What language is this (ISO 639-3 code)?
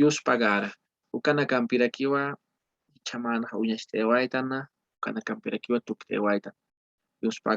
aym